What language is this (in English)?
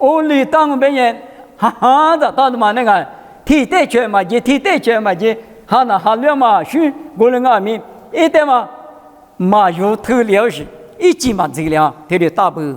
Lisu